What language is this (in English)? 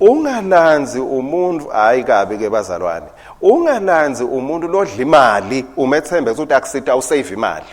Swati